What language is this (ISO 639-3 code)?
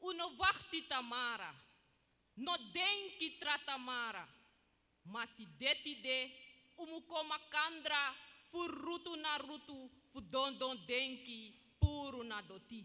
srn